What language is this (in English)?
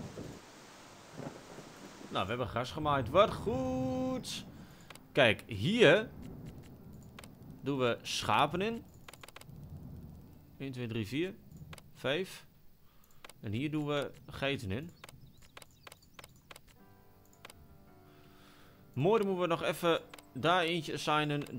Dutch